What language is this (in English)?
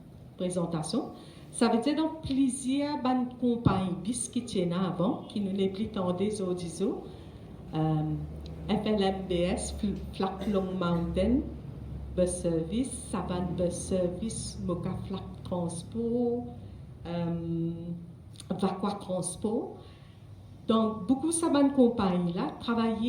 Morisyen